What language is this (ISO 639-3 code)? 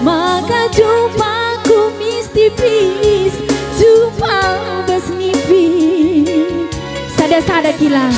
btx